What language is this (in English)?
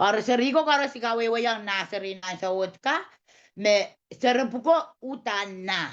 Pohnpeian